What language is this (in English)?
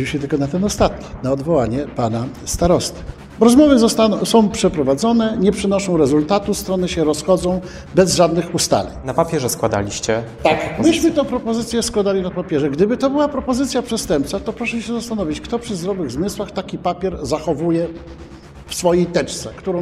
Polish